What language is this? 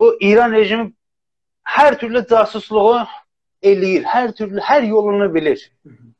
South Azerbaijani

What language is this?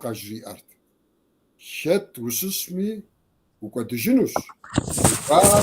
Kabardian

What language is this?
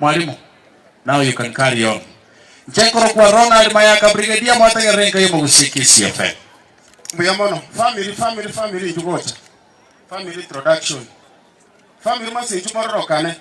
Gusii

